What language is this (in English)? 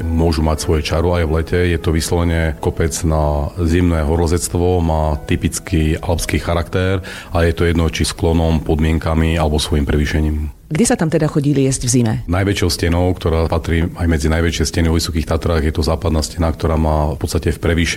Slovak